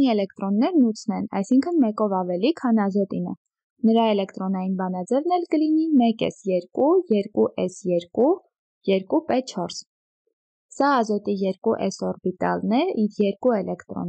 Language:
Armenian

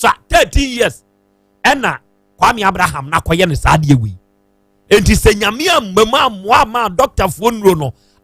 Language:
Akan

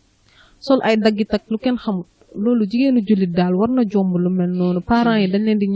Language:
Wolof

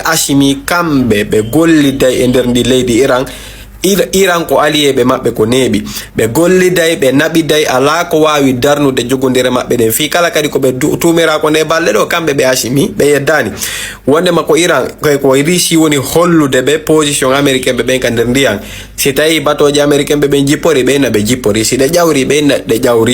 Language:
Fula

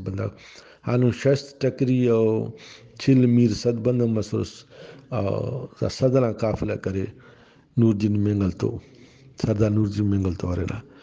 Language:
Brahui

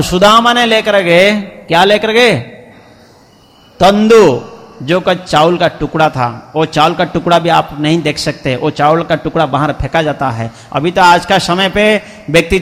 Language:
Hindi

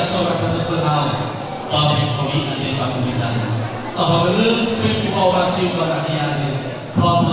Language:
Nias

